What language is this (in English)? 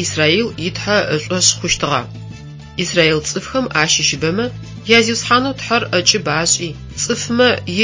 Adyghe